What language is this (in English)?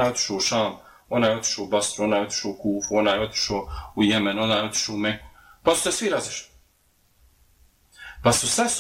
Bosnian